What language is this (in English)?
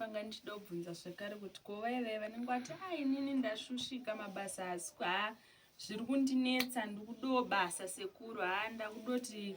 Shona